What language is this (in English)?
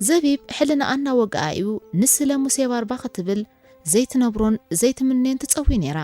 Tigrinya